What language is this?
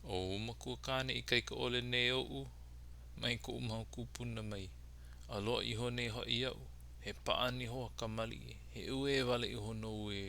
Hawaiian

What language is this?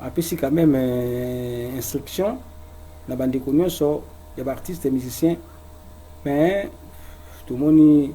Lingala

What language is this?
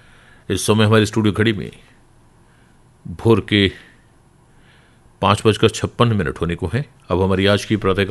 Hindi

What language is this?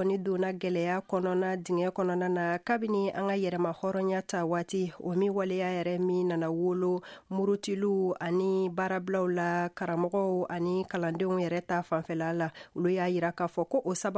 Bambara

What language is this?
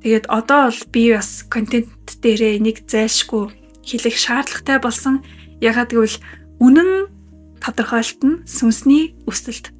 Mongolian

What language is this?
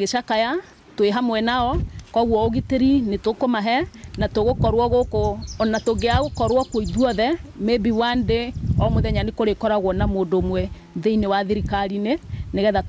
Kikuyu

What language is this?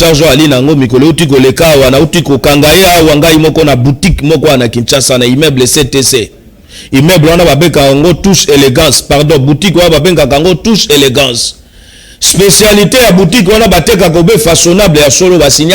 Lingala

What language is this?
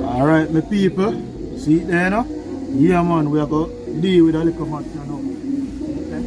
Jamaican Creole English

